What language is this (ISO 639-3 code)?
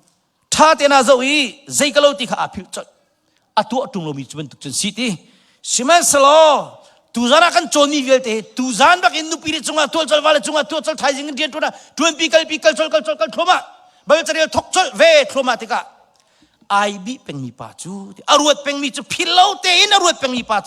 cnh